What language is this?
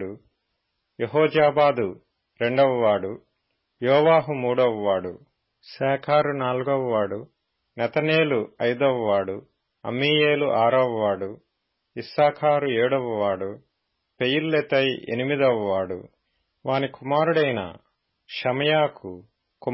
Telugu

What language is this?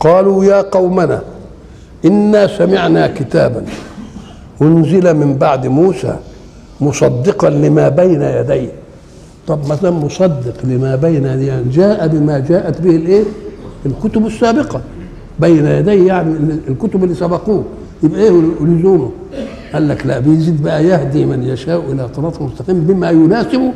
Egyptian Arabic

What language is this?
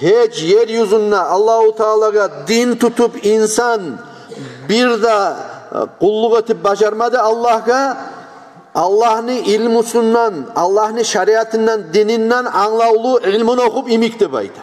Kumyk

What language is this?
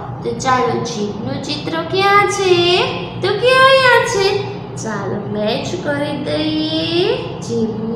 Gujarati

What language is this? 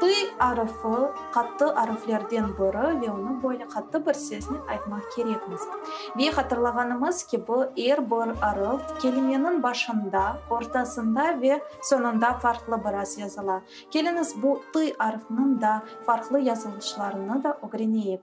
Crimean Tatar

